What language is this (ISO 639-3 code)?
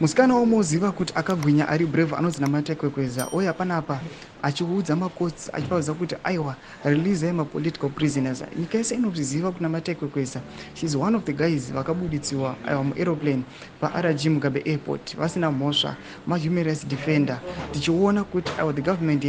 sna